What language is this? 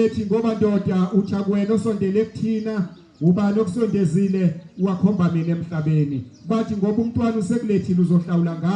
Zulu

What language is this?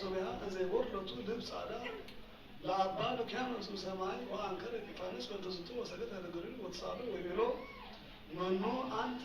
Geez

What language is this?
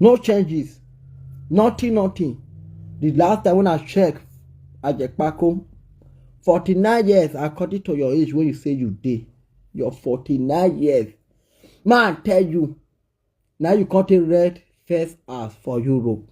Nigerian Pidgin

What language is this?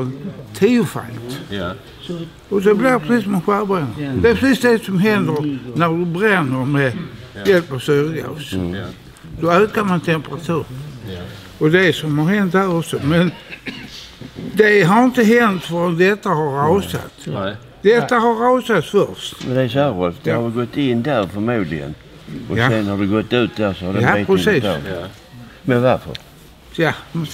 Swedish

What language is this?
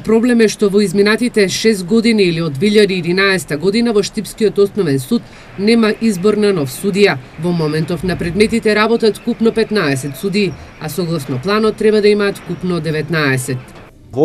Macedonian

